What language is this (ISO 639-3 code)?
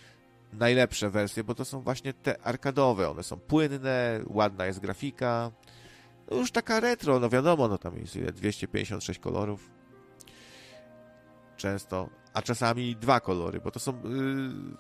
pol